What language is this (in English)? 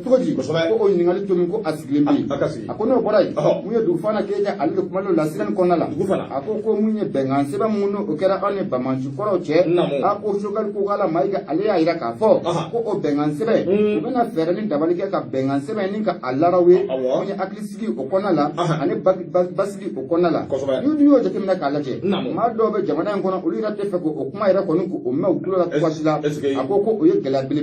Bambara